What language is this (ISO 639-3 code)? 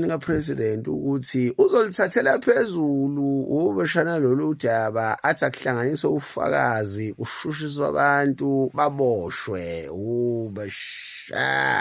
zul